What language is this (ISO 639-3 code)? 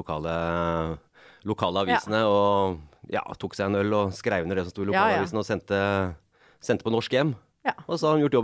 nor